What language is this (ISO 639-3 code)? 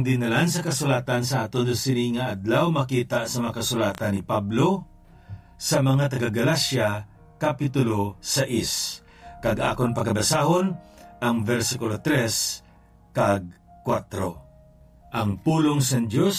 hil